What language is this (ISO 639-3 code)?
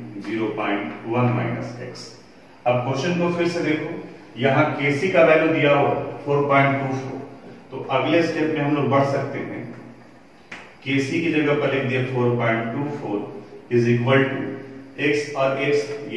hin